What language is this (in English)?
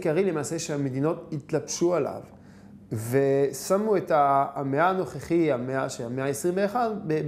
Hebrew